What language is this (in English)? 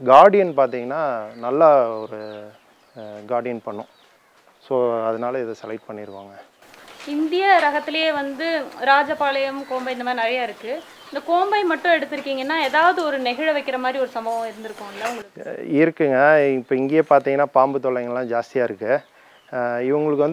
Tamil